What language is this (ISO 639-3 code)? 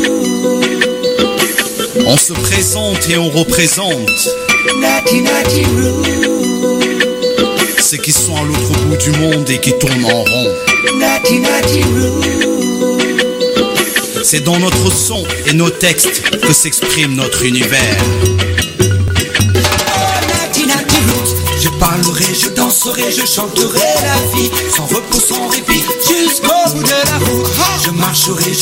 fra